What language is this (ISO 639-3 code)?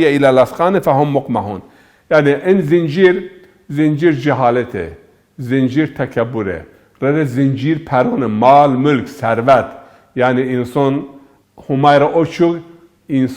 zza